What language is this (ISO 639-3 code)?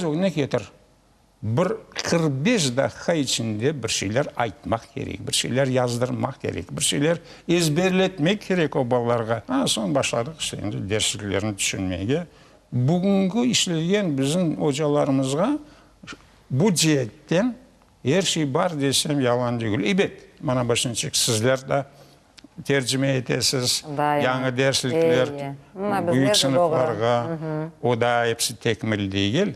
crh